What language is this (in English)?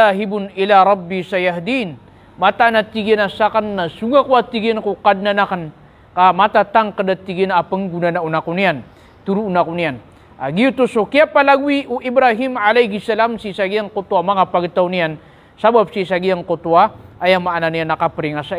Maranao